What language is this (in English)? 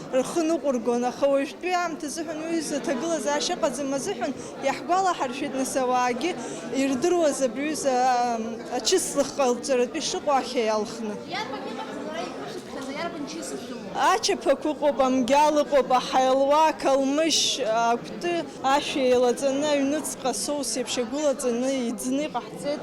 Abkhazian